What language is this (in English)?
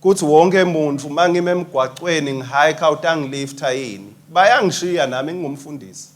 Swati